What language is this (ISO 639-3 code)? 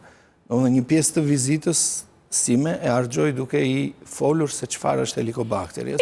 sqi